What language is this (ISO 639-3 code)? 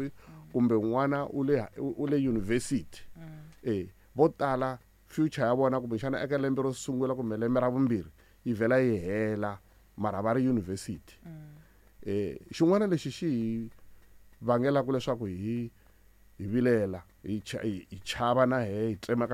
tso